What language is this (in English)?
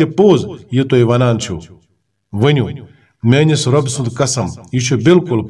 Kashmiri